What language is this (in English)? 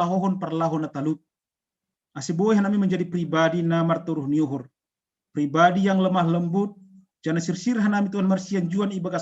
Batak Simalungun